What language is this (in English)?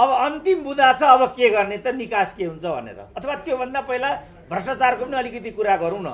Nepali